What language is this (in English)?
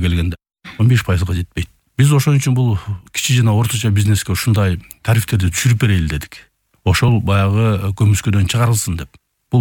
Kyrgyz